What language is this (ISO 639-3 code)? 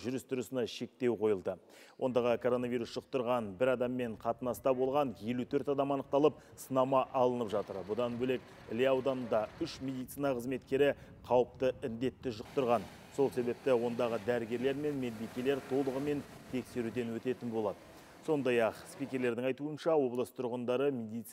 kaz